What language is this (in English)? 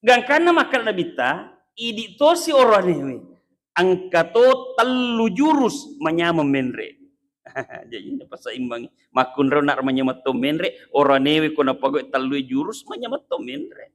Buginese